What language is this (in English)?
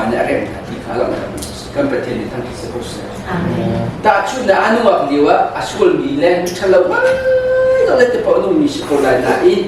Hakha Chin